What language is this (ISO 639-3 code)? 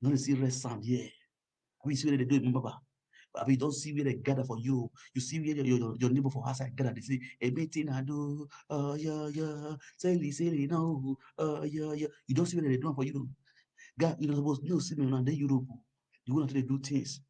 pcm